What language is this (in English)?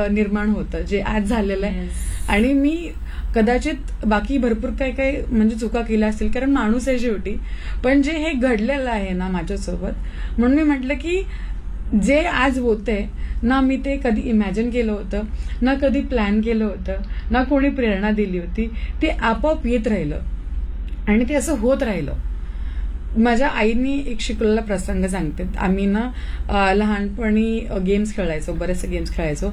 Marathi